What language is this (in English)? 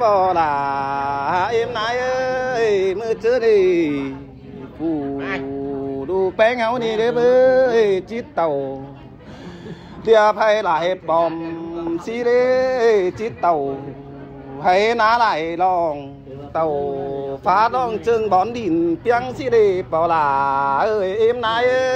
Vietnamese